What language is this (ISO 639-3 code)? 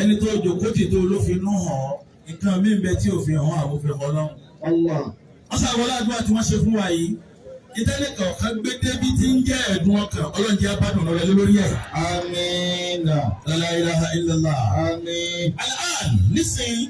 yor